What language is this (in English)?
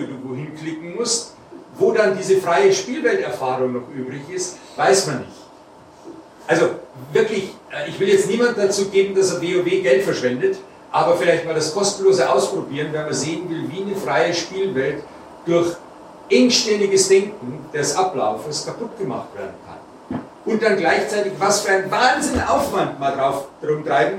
German